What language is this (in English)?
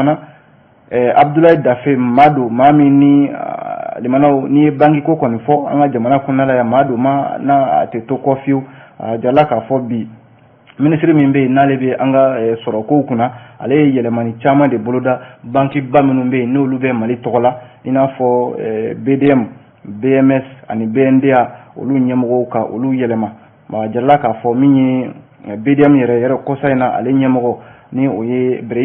Bambara